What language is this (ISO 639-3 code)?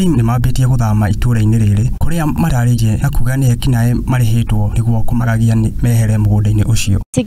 kik